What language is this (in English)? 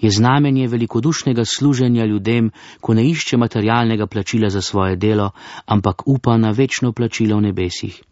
Slovenian